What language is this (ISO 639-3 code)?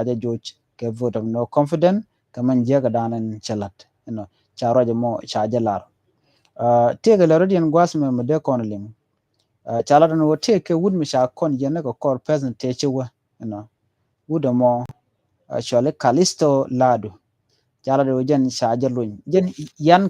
nus